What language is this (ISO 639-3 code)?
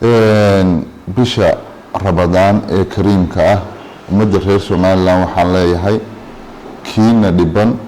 som